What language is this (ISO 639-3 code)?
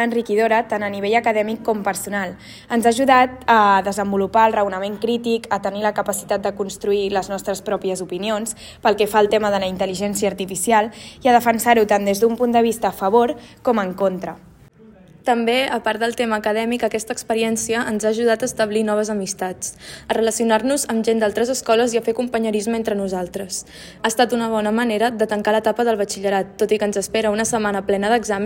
cat